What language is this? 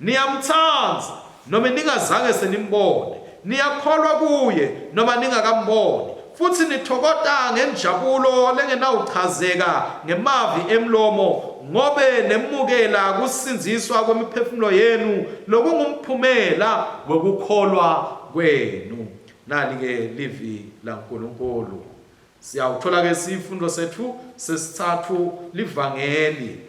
Swati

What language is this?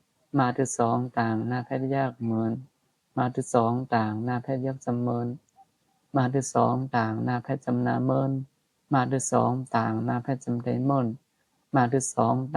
Shan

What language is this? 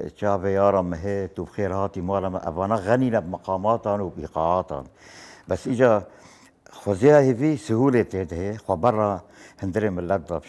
Kurdish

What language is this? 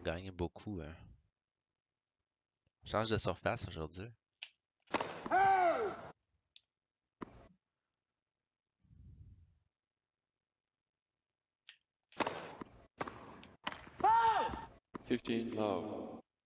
French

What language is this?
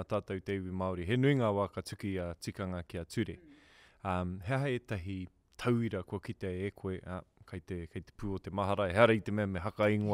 Māori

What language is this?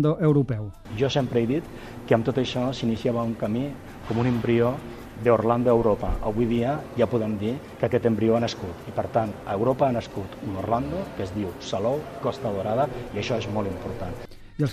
Catalan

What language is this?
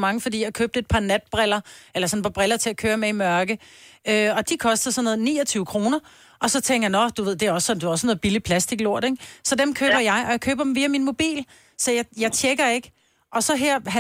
Danish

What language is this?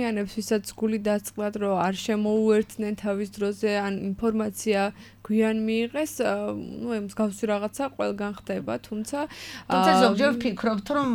Georgian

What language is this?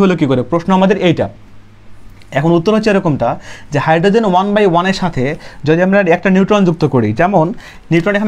Bangla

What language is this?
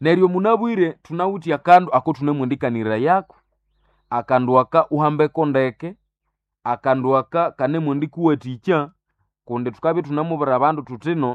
Nande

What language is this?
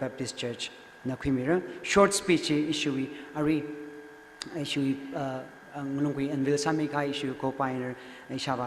Tangkhul Naga (India)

